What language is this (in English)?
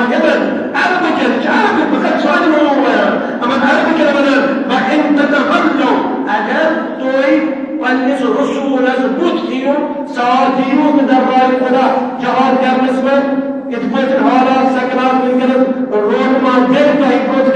Kashmiri